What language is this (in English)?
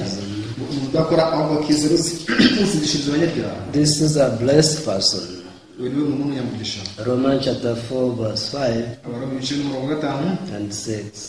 Kinyarwanda